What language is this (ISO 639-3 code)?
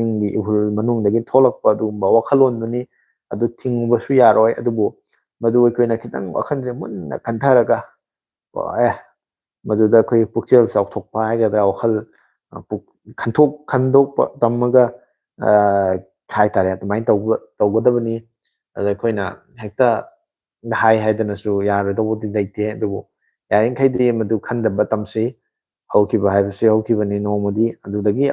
mni